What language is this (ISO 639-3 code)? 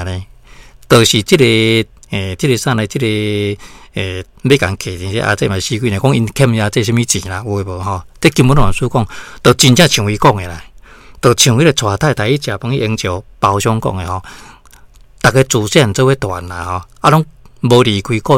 nan